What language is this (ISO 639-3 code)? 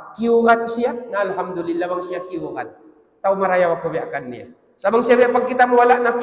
tsg